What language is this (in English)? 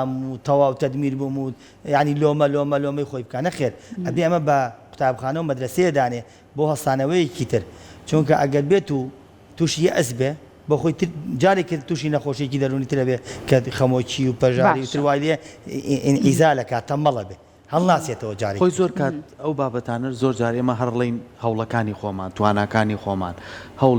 Central Kurdish